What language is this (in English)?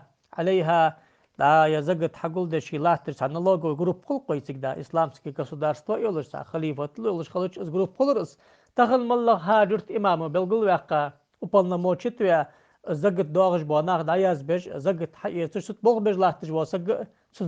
Ingush